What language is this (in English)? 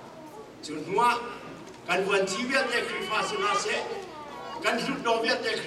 Hakha Chin